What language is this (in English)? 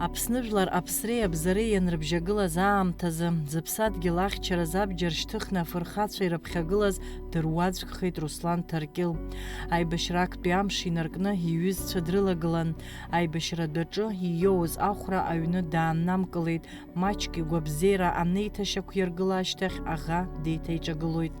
Abkhazian